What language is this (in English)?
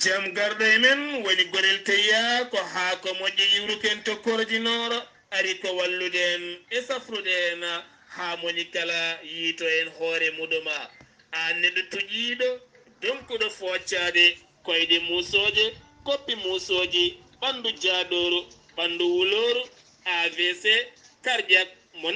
Fula